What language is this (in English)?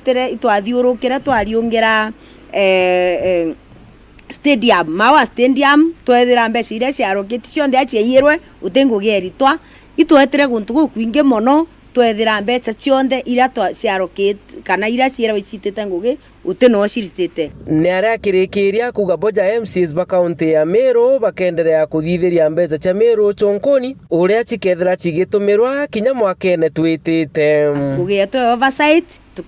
Meru